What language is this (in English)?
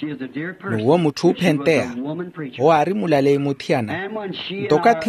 Makhuwa